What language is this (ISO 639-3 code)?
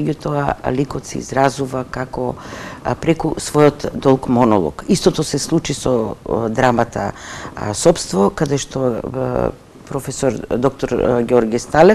mkd